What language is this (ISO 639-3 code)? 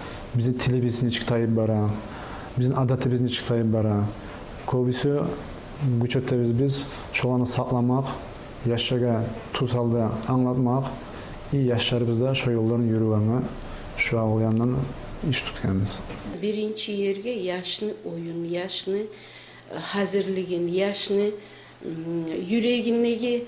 kum